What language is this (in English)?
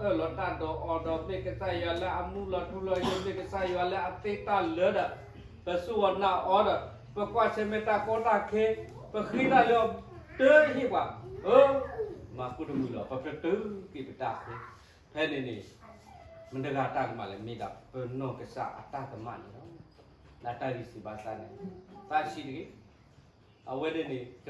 S'gaw Karen